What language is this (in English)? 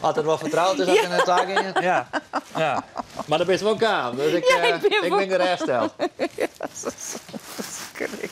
Western Frisian